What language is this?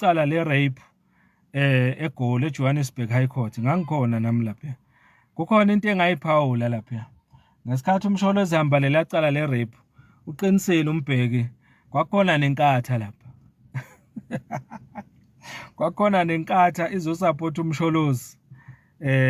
Zulu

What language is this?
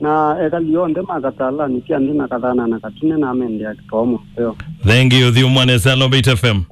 Kamba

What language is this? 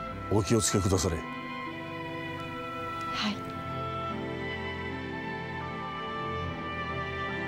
Japanese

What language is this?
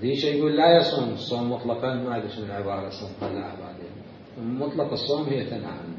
Mesopotamian Arabic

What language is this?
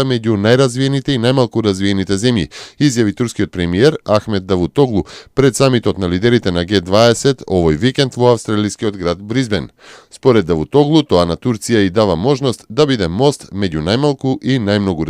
Macedonian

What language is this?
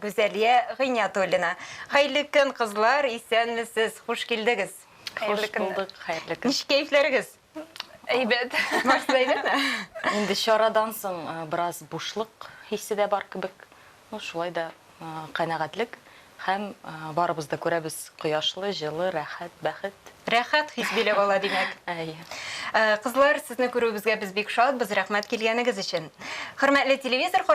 Tatar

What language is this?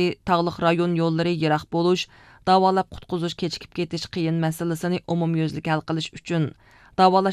Uyghur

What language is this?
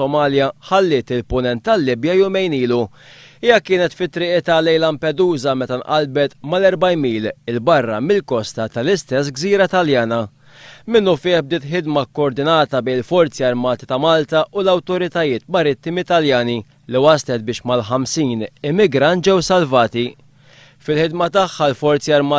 Maltese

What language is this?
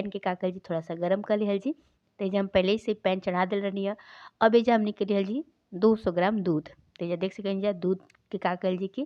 Bhojpuri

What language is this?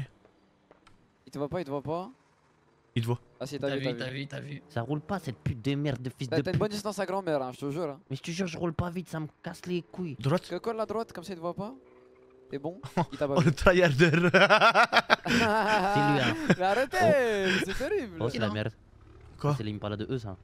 French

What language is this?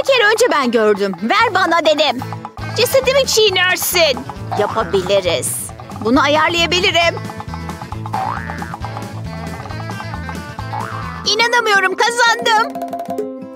Turkish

